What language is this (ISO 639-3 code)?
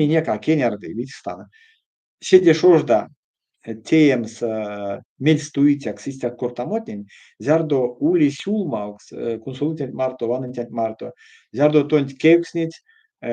myv